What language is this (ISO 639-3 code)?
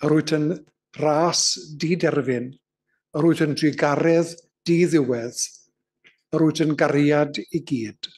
cym